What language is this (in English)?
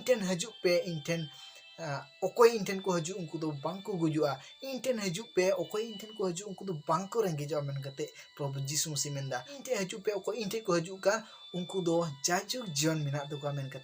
Santali